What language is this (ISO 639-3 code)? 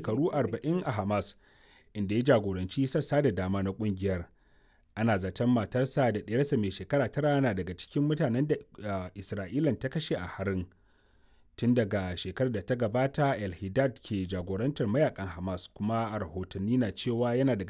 hau